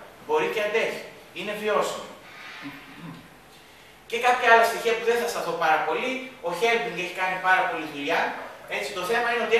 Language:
Greek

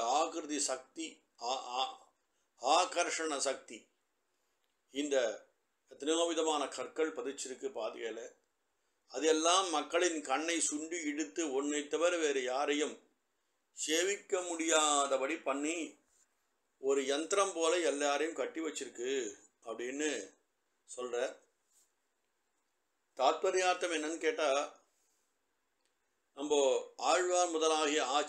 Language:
Tamil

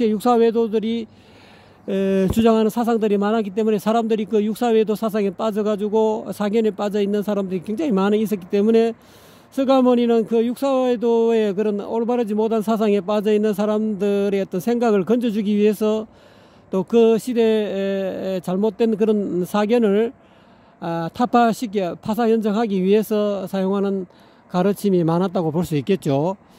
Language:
Korean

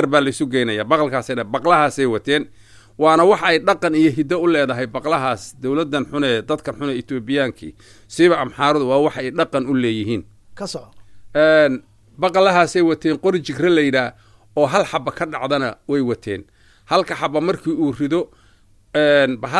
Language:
Somali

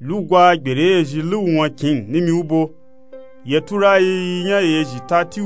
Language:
Nupe-Nupe-Tako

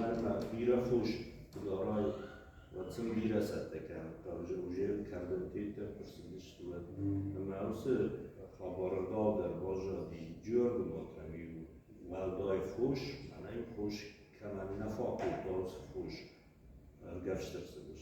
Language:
Ossetic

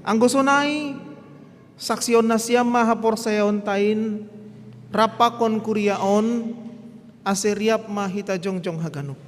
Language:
Batak Simalungun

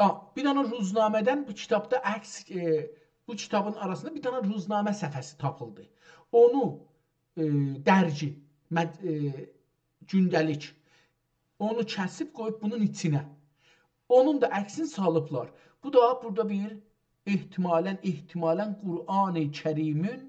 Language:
South Azerbaijani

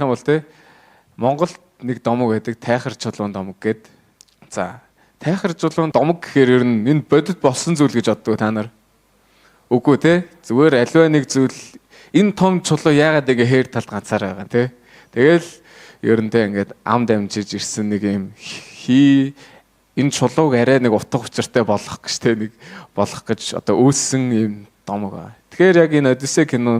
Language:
Mongolian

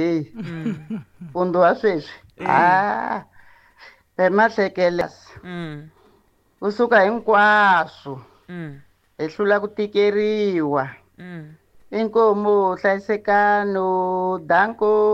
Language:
Tsonga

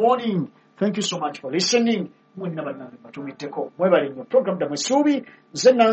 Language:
Ganda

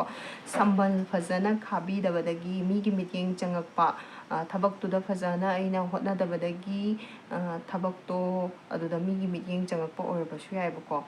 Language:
Manipuri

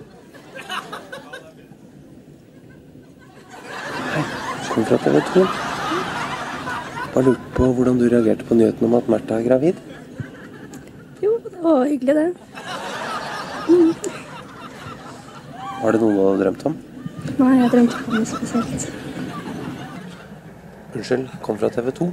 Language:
Norwegian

